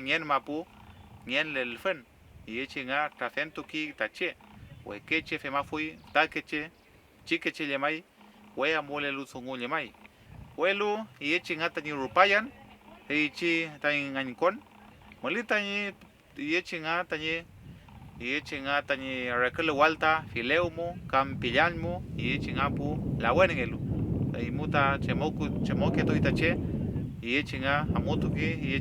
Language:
Mapuche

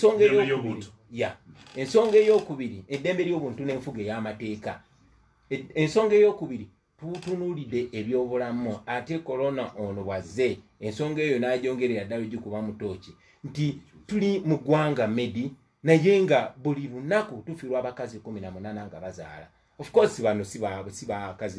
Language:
Ganda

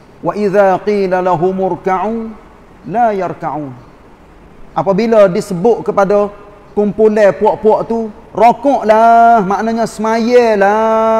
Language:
Malay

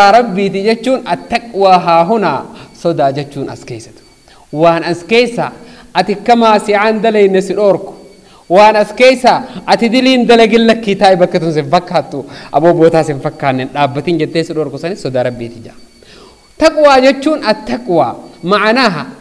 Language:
Oromo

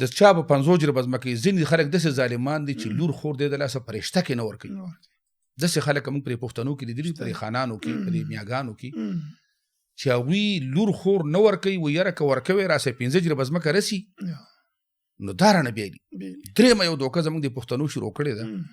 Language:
Pashto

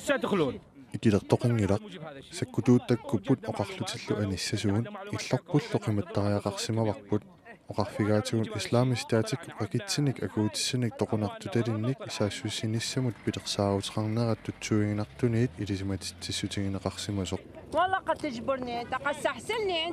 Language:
Kalaallisut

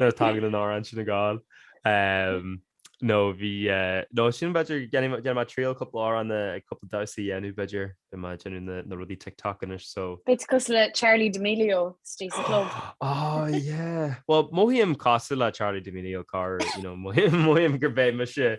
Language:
Irish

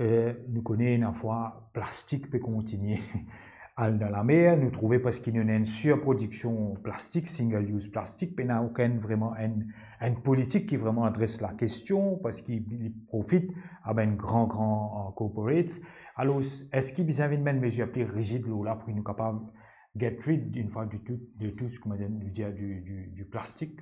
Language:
Morisyen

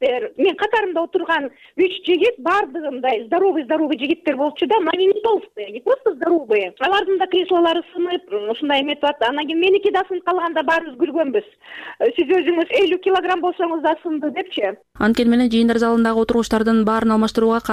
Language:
Kyrgyz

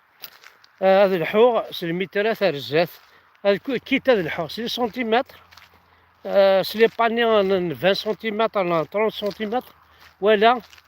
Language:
Kabyle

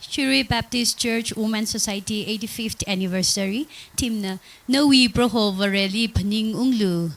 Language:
Tangkhul Naga (India)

